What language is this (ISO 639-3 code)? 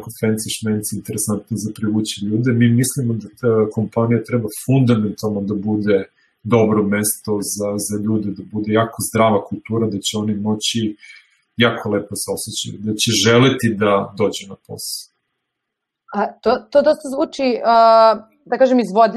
srp